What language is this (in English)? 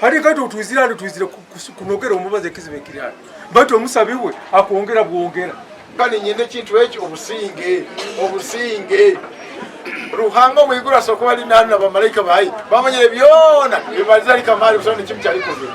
Nyankole